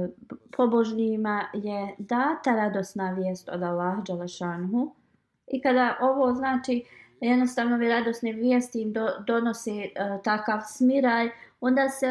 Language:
Bosnian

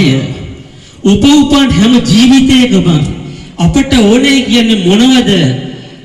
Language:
Sinhala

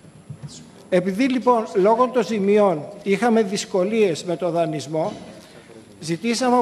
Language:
Greek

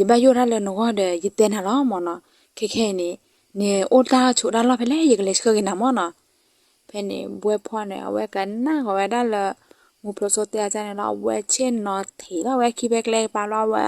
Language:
S'gaw Karen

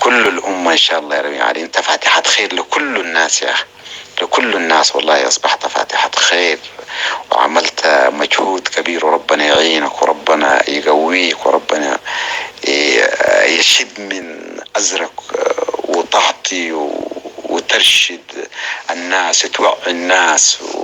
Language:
North Levantine Arabic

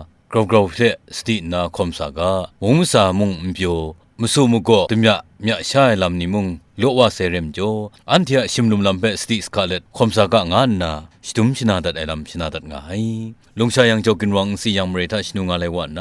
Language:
Kachin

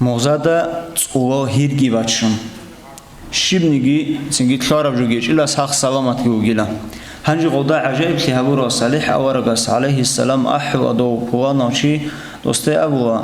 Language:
Avaric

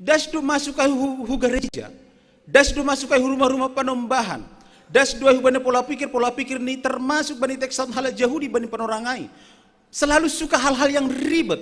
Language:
Batak Simalungun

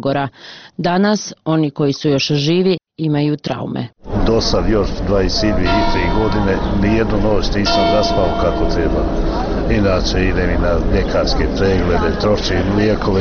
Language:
Bosnian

